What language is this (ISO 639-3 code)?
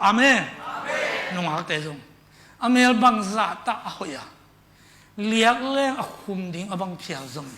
ctd